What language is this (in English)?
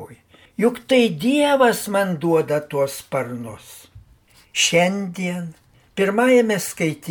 Lithuanian